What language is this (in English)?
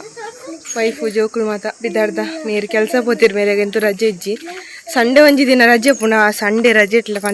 Tulu